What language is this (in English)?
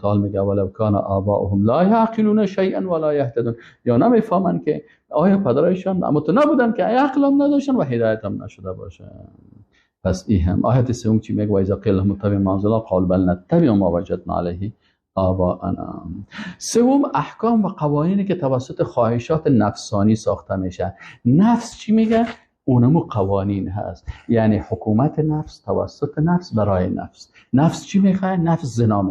Persian